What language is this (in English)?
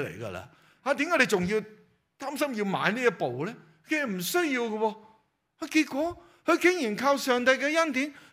Cantonese